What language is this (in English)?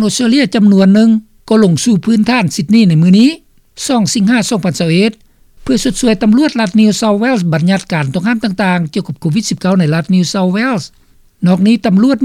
Lao